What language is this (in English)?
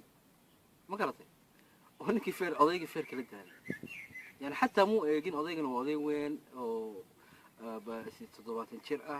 Somali